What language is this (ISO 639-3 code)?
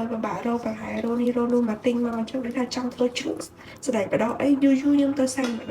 khm